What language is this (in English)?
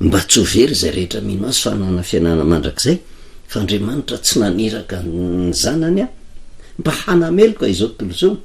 Malagasy